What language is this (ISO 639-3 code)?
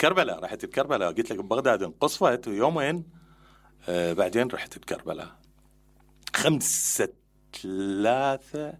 acm